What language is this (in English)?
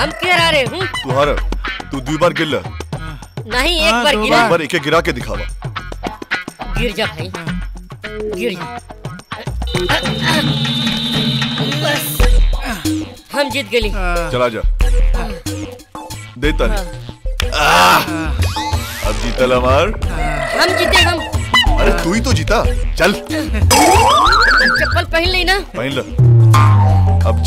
Bhojpuri